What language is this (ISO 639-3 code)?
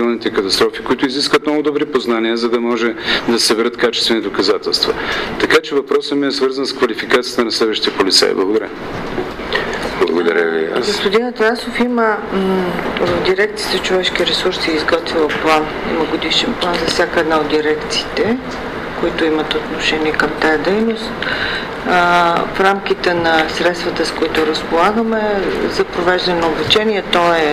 bul